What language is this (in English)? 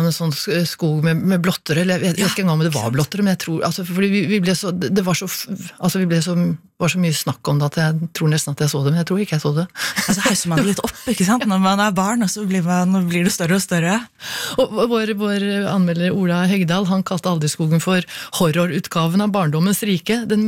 Norwegian